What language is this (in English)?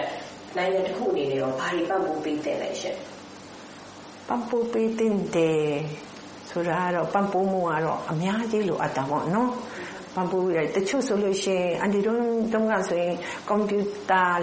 Burmese